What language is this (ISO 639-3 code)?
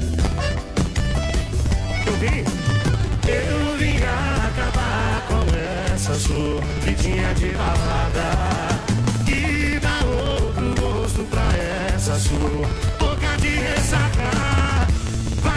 por